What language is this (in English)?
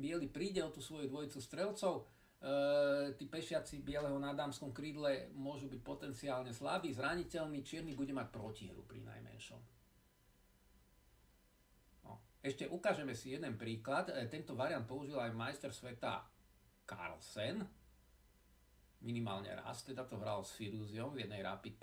Slovak